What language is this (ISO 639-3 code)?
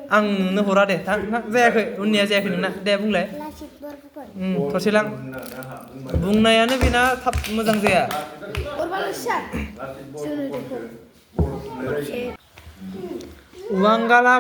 brx